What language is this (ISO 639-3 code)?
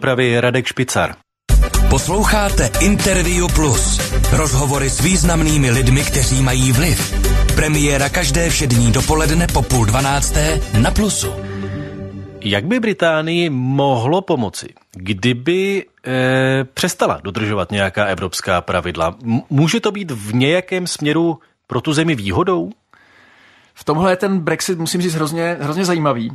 ces